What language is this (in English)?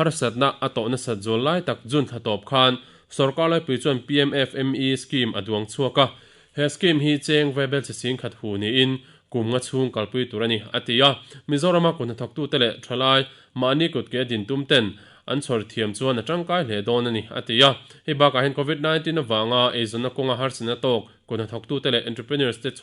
Mizo